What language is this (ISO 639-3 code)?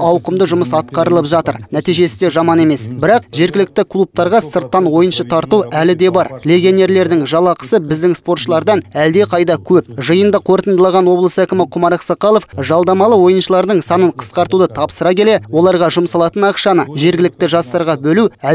kaz